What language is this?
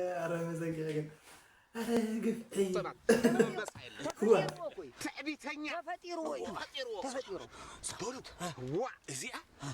Tigrinya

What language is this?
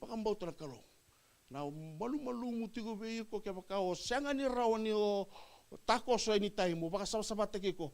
Fijian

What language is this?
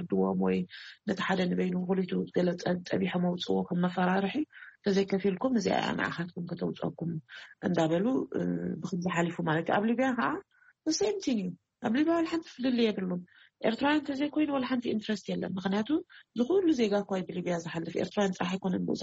Tigrinya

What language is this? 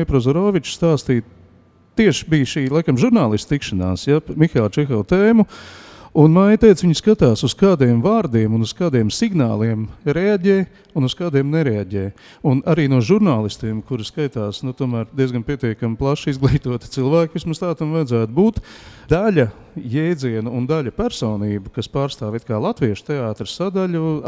Latvian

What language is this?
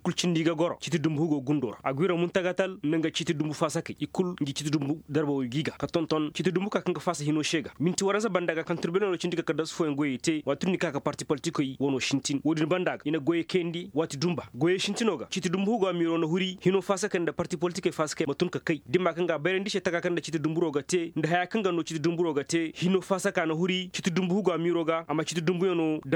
Koyraboro Senni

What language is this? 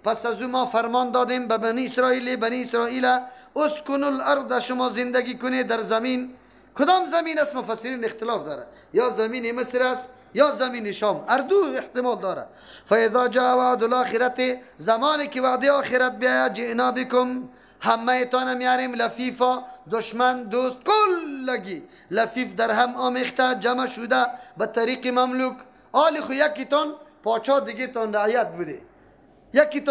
Persian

